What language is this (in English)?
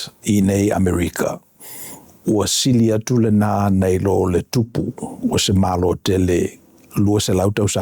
Samoan